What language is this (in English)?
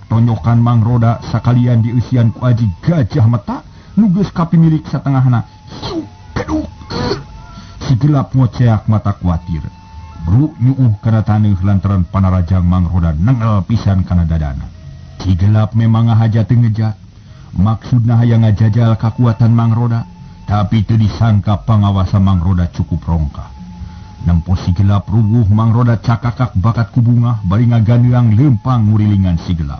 Sundanese